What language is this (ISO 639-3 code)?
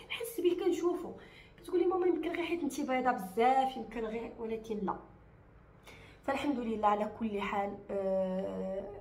ary